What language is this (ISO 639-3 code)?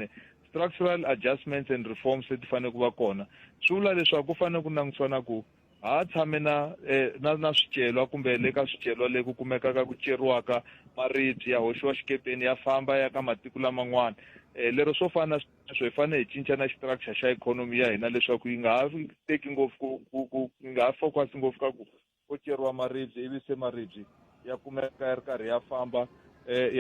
tso